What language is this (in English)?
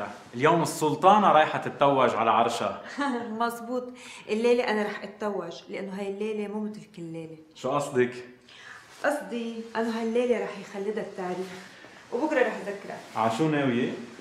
North Levantine Arabic